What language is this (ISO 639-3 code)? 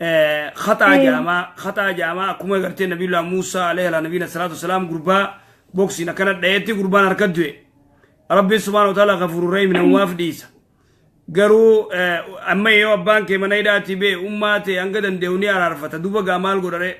orm